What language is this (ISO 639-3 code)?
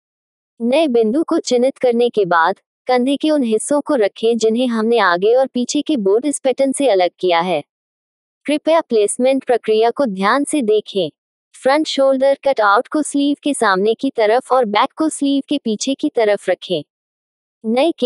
hin